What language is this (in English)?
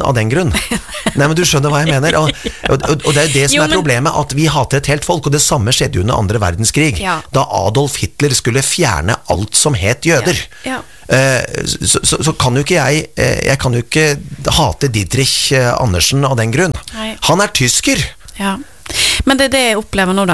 Norwegian